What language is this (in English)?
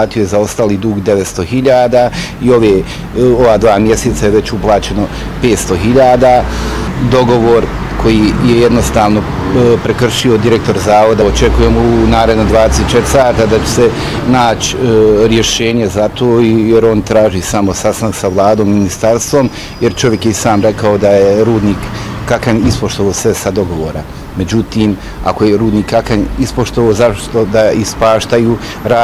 Bosnian